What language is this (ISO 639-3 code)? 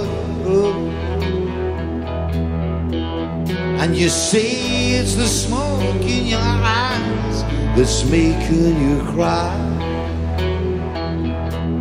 eng